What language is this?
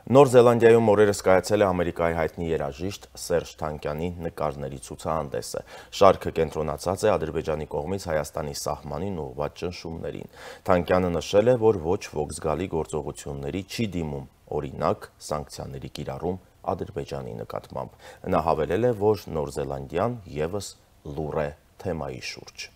Armenian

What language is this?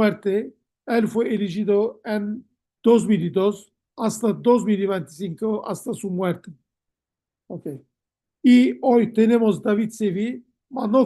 Ladino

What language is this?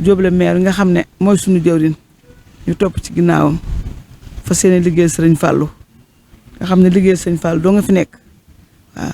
Wolof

